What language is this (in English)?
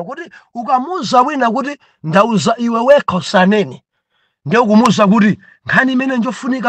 Nyanja